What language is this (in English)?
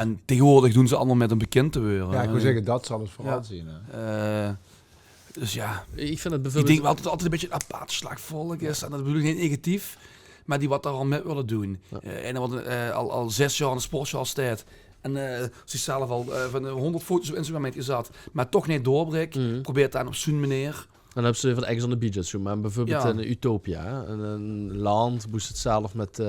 Limburgish